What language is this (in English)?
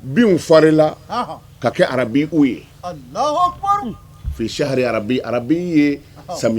Bambara